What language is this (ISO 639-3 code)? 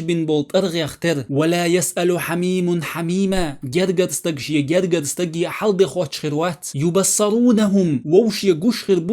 che